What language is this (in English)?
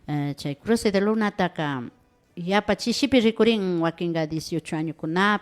Imbabura Highland Quichua